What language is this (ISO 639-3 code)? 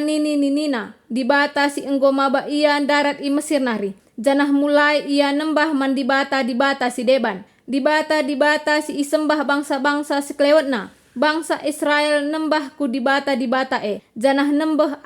btx